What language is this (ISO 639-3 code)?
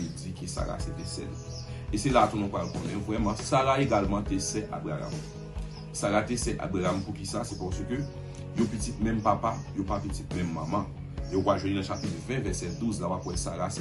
hat